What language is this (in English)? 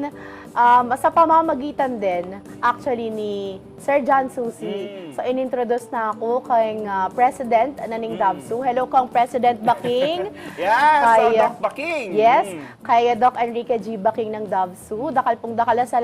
Pampanga